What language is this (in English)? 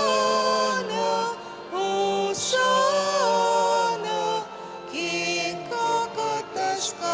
Pampanga